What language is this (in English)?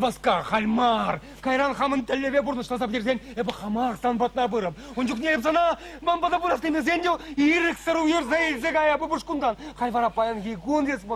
Chuvash